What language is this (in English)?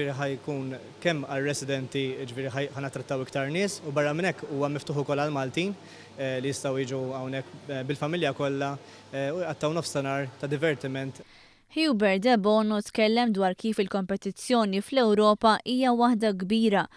Maltese